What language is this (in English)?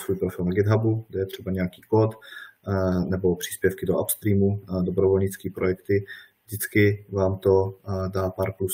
Czech